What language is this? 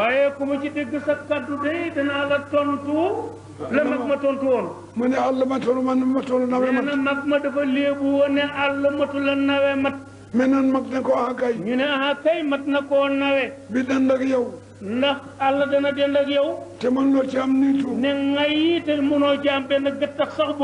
Wolof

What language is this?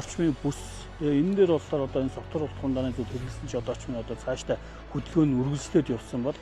Mongolian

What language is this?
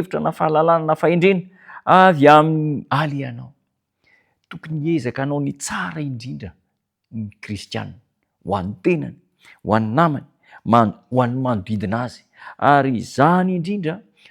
Malagasy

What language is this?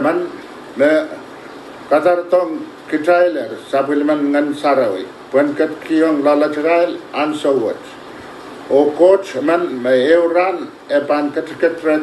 Pohnpeian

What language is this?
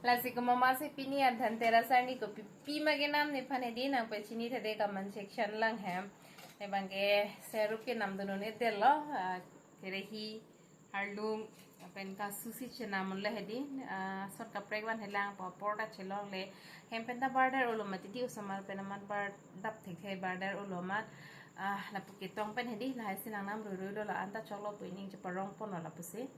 Karbi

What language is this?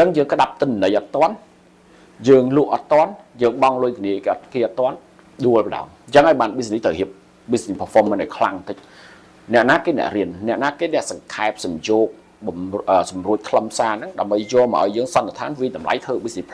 Khmer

